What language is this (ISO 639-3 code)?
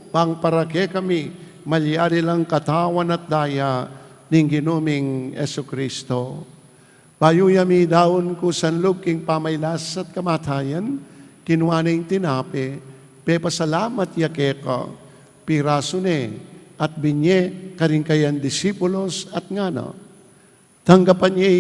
pam